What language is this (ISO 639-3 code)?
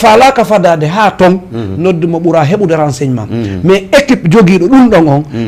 ful